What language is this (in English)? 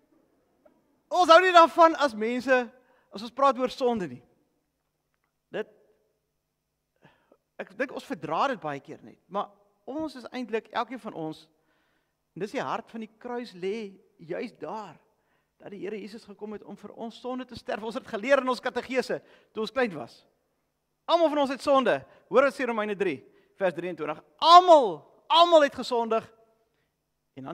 Afrikaans